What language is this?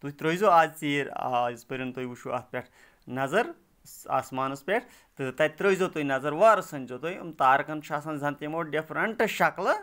Kashmiri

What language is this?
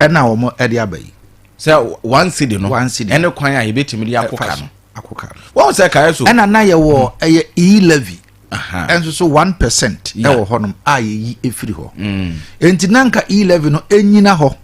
Akan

